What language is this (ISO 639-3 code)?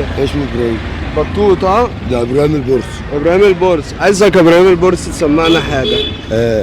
arz